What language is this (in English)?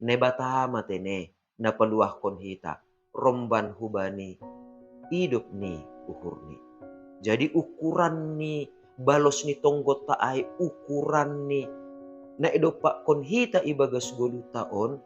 Batak Simalungun